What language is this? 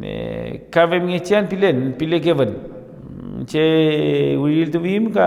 Mapuche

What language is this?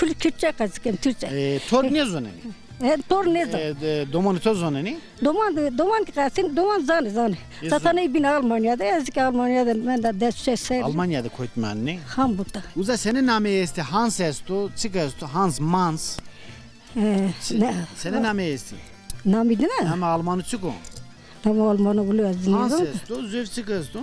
Zaza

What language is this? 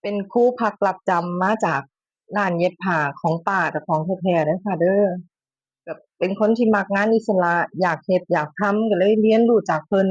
Northeastern Thai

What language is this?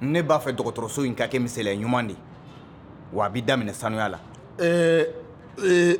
Bambara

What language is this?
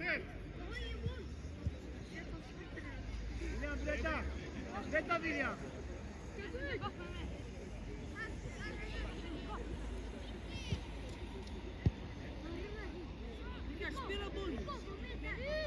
Swedish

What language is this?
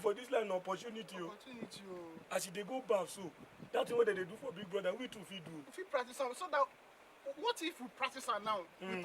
Nigerian Pidgin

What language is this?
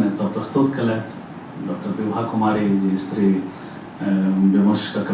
Maithili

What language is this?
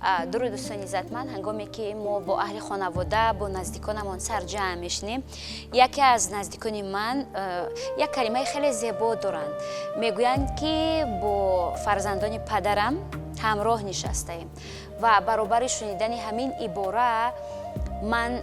Tajik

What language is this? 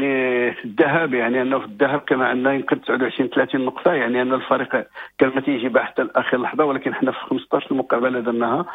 Moroccan Arabic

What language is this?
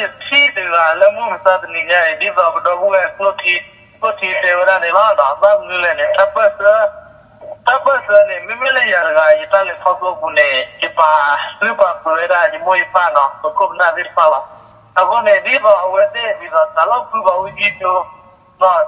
S'gaw Karen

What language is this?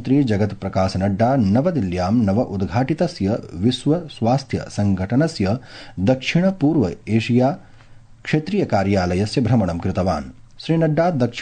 Sanskrit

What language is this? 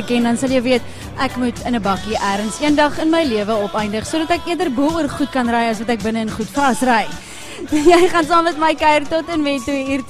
Afrikaans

